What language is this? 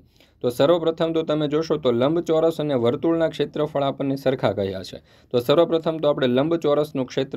Gujarati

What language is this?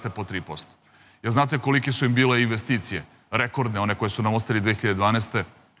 Serbian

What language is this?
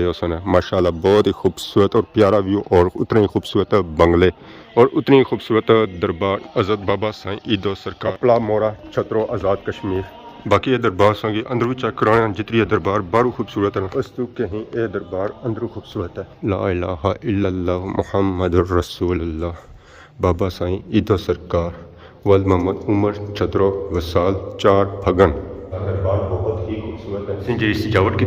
Pahari-Potwari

